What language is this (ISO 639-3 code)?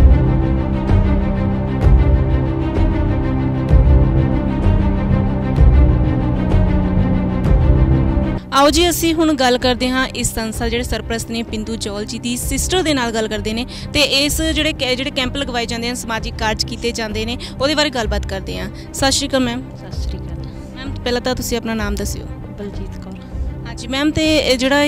pan